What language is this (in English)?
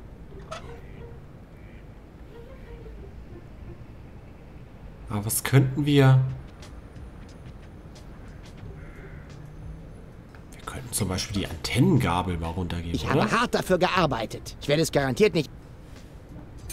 German